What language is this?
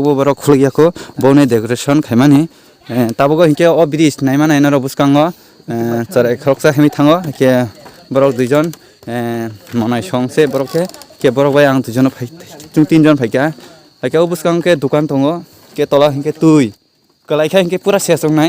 Kok Borok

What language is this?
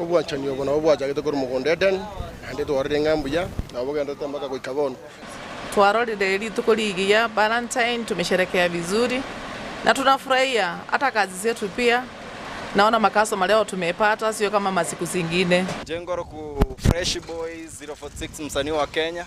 Gusii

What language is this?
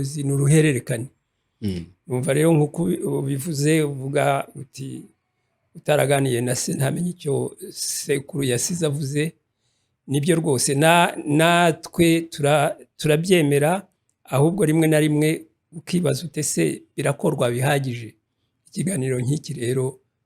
Kinyarwanda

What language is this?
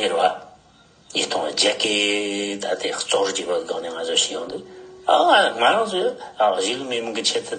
Tibetan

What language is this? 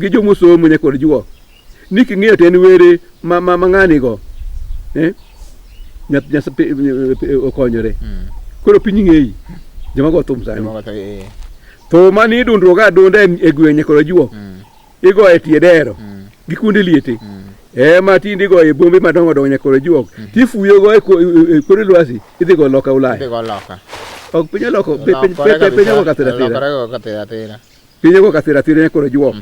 Luo (Kenya and Tanzania)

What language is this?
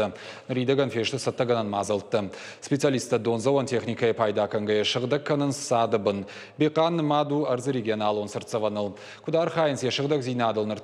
Ossetic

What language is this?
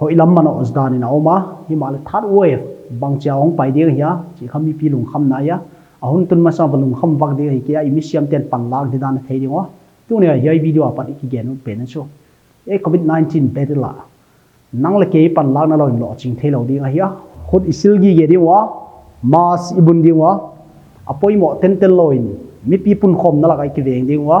Paite Chin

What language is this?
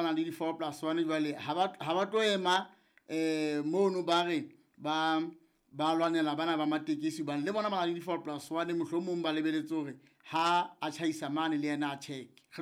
Southern Sotho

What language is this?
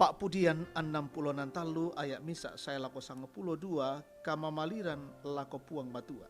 Toraja-Sa'dan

